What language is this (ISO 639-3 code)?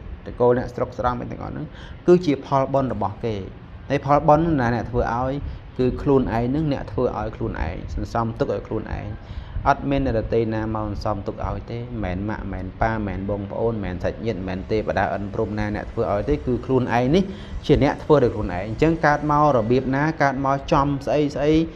khm